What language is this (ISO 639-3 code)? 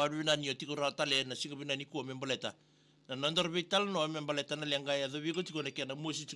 fij